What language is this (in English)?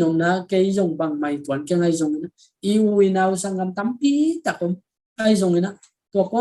Tedim Chin